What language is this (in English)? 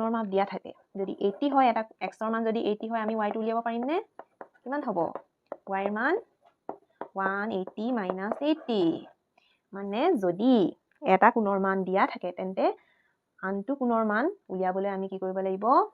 Assamese